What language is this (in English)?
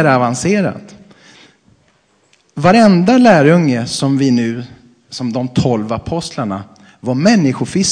Swedish